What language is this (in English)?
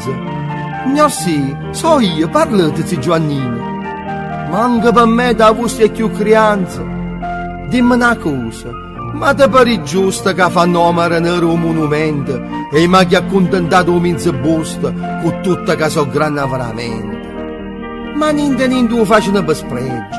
Neapolitan